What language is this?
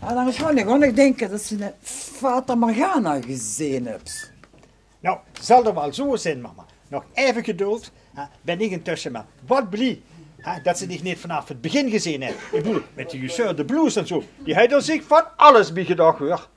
Limburgish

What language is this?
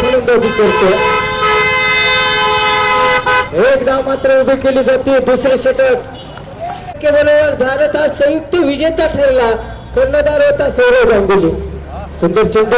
Marathi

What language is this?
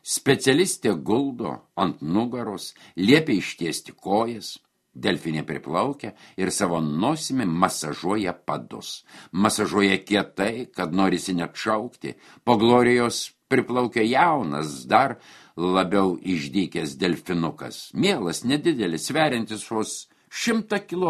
Lithuanian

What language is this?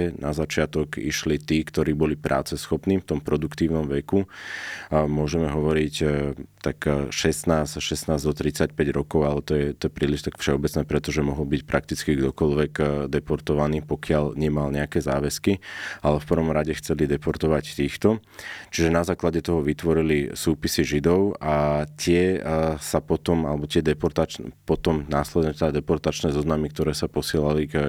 Slovak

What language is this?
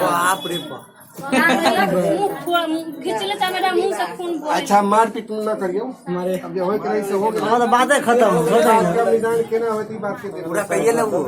Maithili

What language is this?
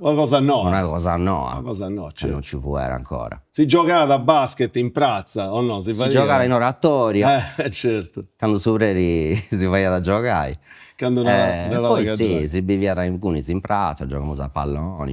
Sardinian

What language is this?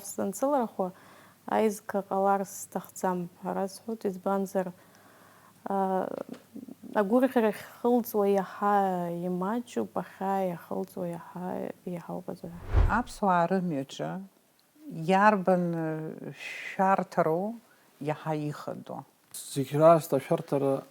Abkhazian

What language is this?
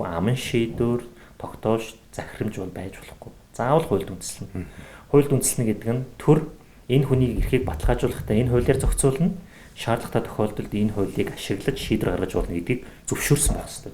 Mongolian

